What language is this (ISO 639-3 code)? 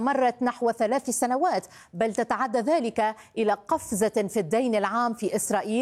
ara